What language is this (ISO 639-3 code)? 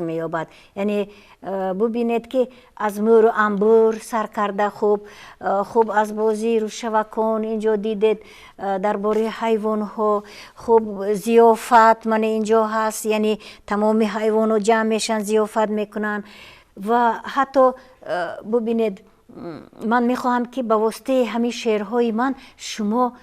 tgk